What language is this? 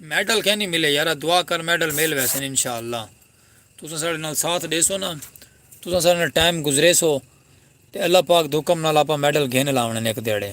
Saraiki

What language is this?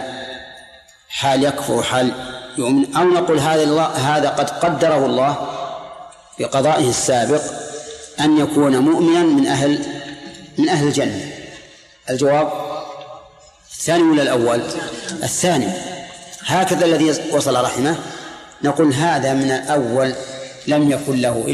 Arabic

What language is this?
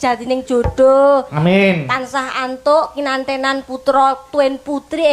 Javanese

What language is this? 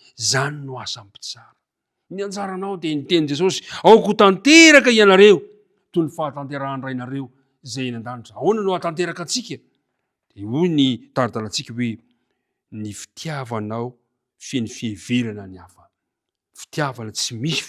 Malagasy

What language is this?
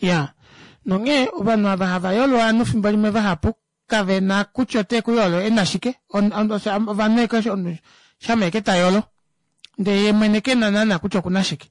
Kuanyama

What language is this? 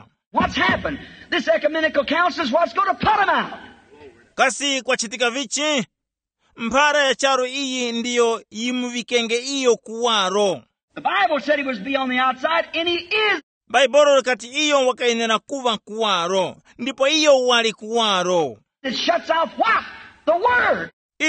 Tumbuka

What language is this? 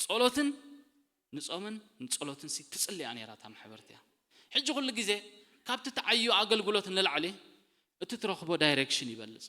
Tigrinya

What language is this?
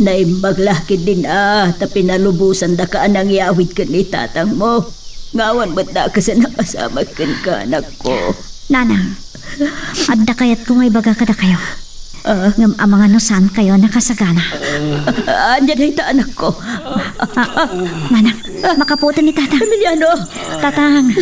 Iloko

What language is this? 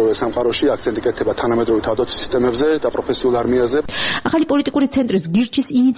Georgian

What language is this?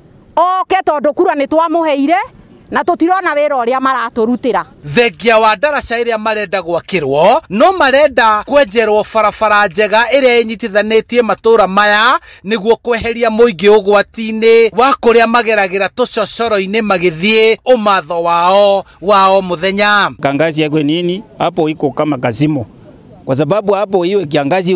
Kikuyu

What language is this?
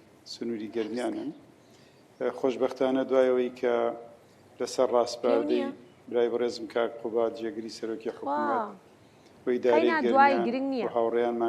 Central Kurdish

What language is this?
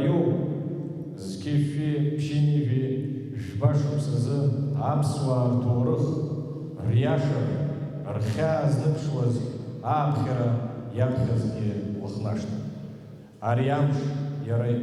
Abkhazian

